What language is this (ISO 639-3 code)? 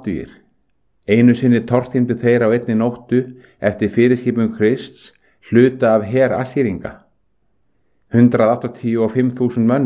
isl